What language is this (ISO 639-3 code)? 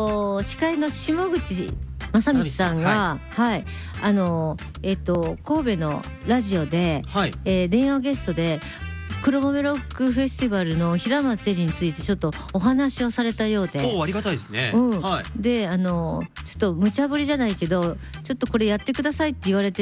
jpn